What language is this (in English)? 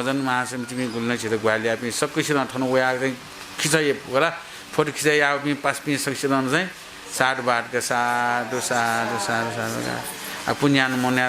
Newari